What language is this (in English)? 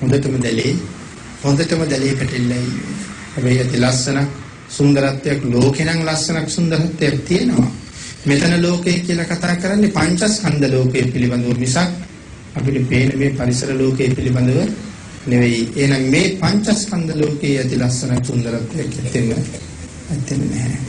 Sinhala